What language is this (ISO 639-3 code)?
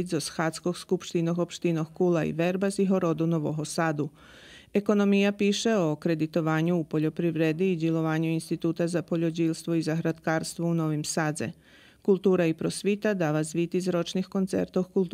rue